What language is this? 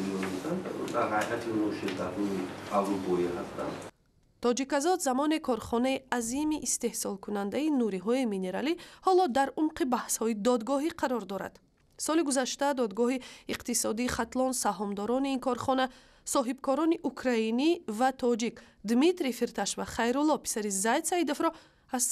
Tajik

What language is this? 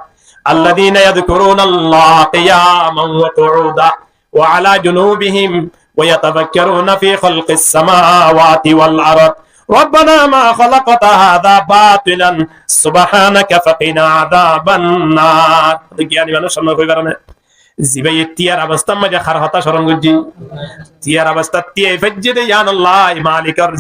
Rohingya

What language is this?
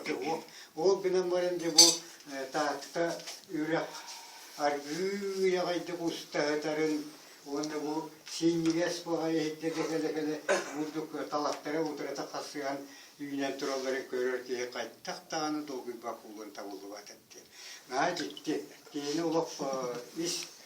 Yakut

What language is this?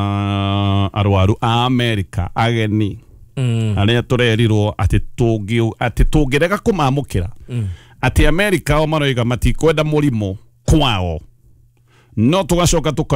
Kikuyu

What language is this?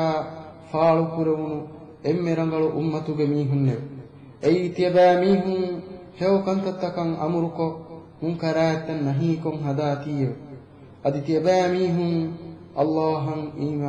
Divehi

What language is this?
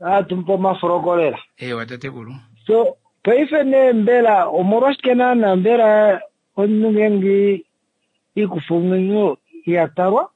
Kuanyama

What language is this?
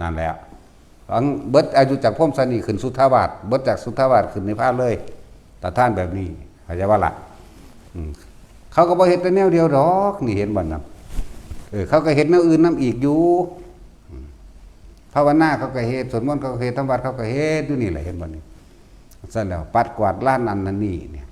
Northeastern Thai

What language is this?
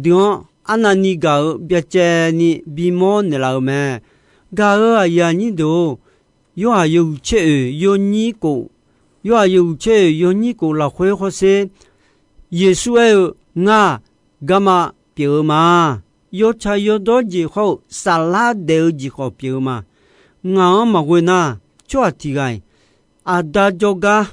Akha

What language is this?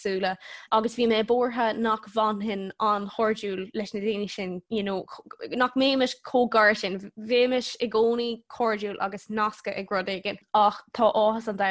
Irish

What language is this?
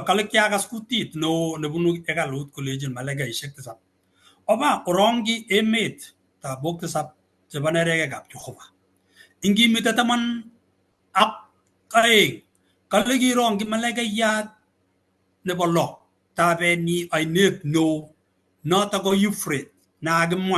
Kalenjin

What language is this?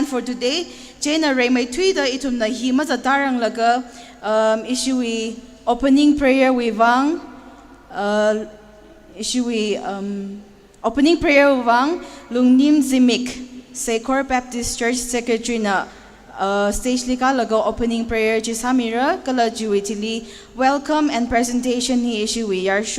Tangkhul Naga (India)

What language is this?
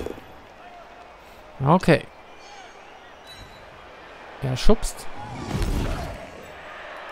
German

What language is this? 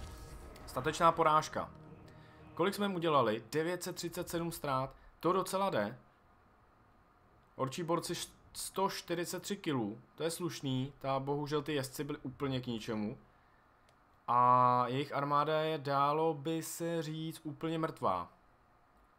Czech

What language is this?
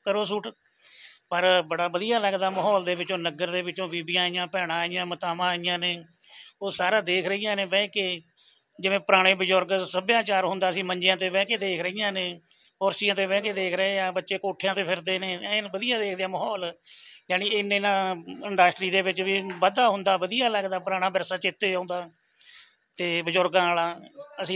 Punjabi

